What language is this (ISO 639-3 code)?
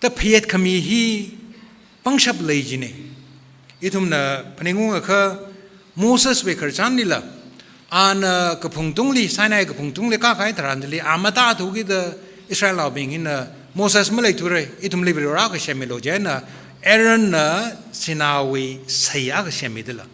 nmf